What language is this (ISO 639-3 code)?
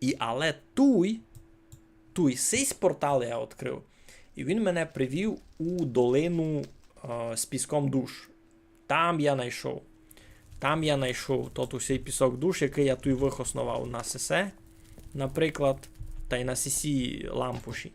rue